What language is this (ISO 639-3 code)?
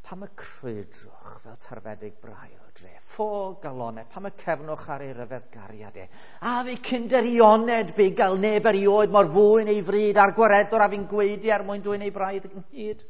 cym